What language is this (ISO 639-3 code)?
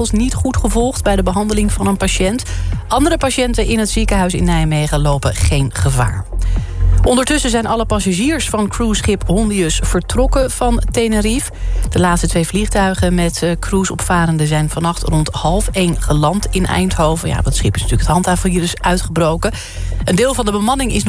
nld